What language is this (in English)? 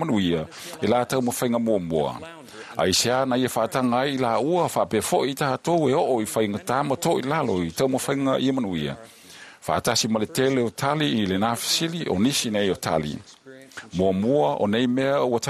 Samoan